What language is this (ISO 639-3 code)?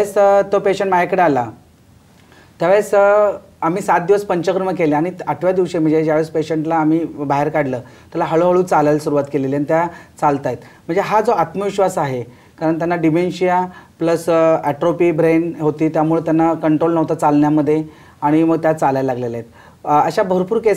mar